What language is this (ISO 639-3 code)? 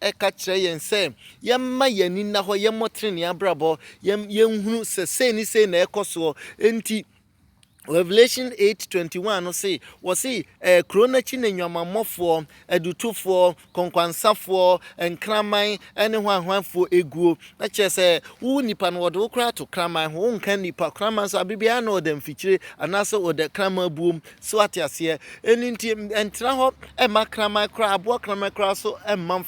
aka